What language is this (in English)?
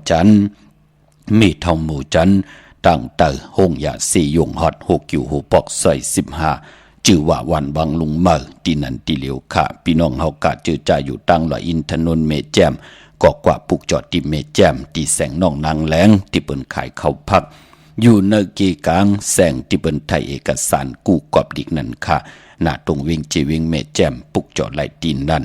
Shan